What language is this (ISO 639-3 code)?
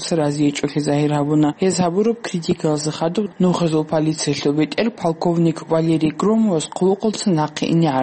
ava